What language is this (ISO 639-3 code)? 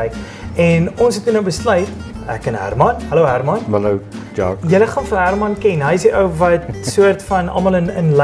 afr